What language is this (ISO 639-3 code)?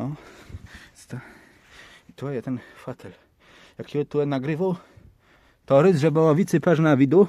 csb